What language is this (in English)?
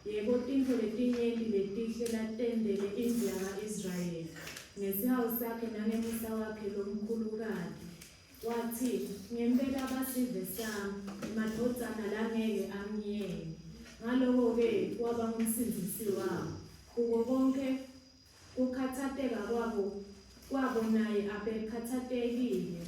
Swati